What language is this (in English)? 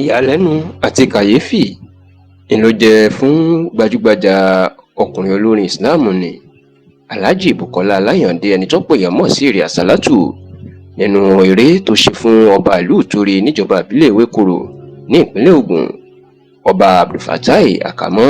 Yoruba